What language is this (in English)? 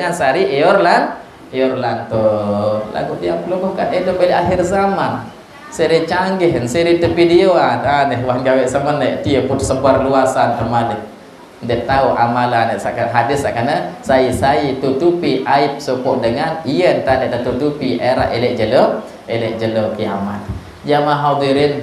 Sasak